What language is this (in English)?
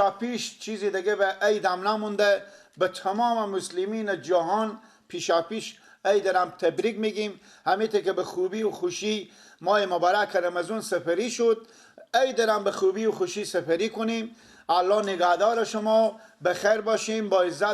Persian